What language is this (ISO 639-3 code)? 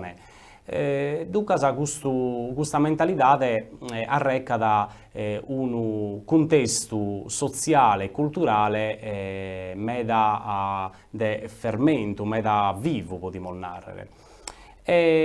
srd